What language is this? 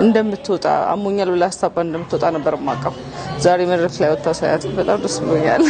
Amharic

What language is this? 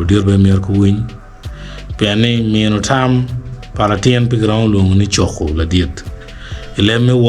Acoli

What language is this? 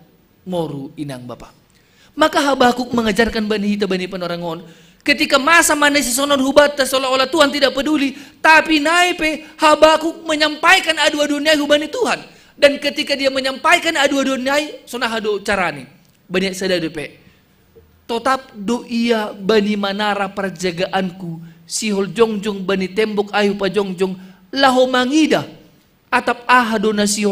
Batak Simalungun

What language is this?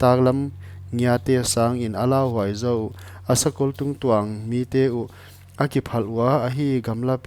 Paite Chin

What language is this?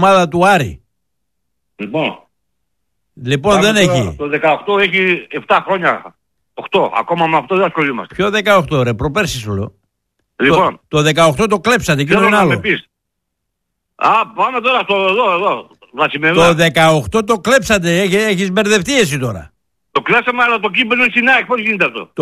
Greek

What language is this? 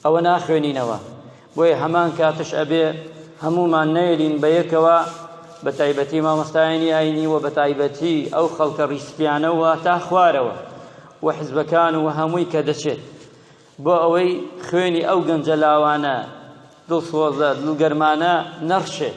Central Kurdish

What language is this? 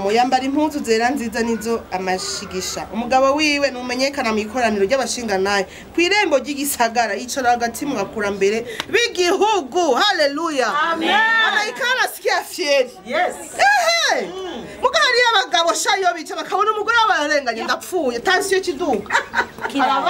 Rundi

